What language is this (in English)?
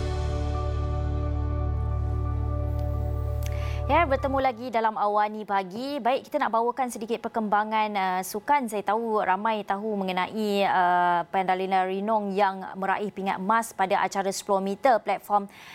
Malay